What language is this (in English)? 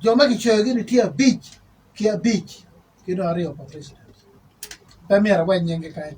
Acoli